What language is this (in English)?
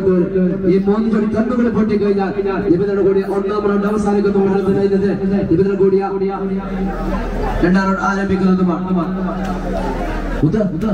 Malayalam